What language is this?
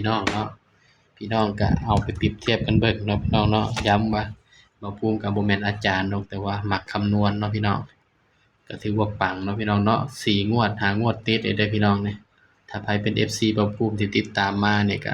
Northeastern Thai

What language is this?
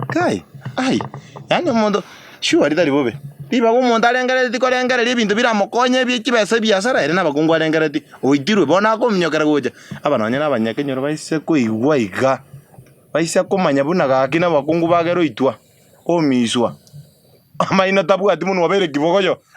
Gusii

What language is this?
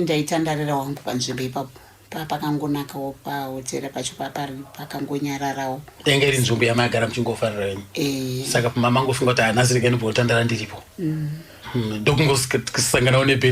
Shona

